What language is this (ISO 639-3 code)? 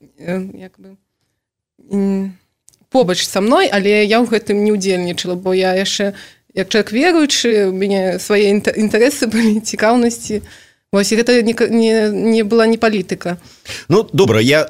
bel